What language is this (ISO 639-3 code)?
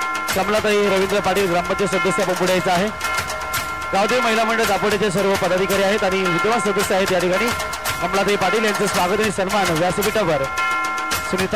mar